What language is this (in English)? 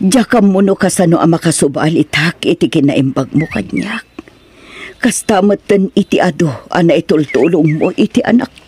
Iloko